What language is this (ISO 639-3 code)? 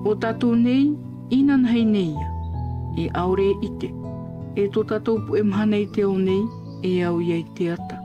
tah